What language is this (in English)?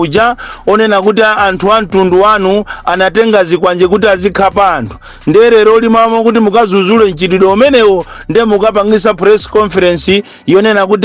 Nyanja